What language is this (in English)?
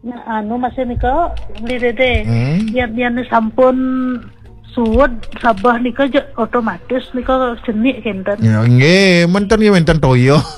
Balinese